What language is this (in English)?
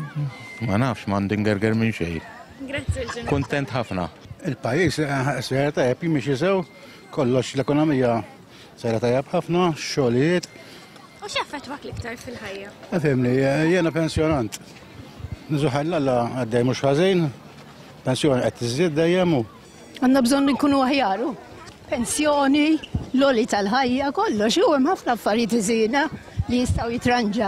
Maltese